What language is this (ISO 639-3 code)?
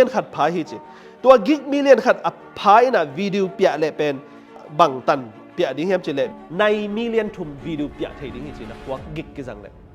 ctd